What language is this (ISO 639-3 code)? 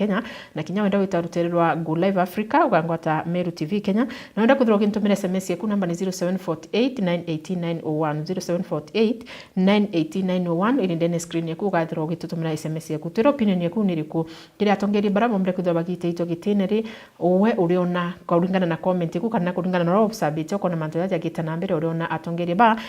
mer